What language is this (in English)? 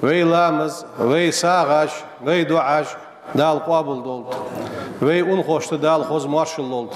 Ingush